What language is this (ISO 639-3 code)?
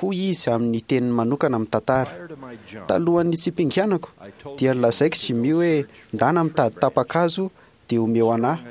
mlg